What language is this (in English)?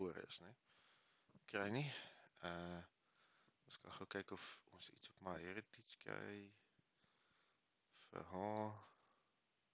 Afrikaans